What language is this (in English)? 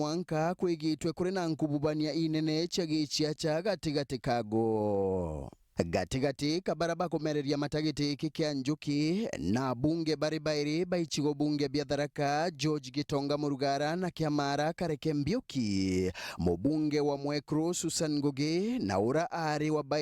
Meru